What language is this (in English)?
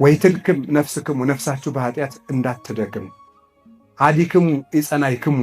Amharic